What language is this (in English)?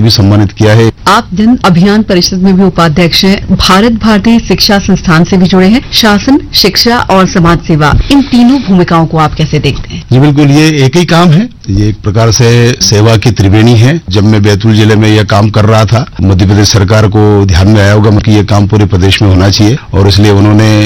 Hindi